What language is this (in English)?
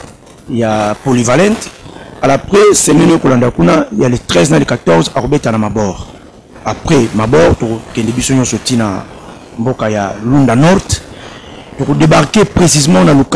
Lingala